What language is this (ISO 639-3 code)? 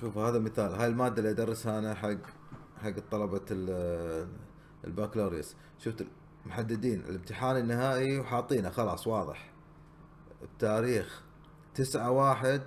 afb